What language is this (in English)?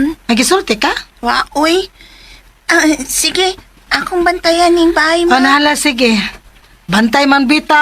Cebuano